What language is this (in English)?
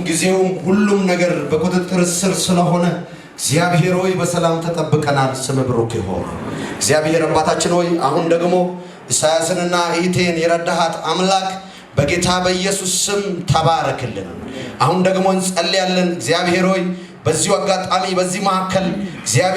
Amharic